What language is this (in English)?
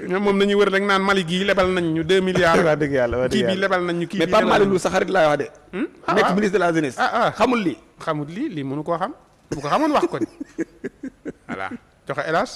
Wolof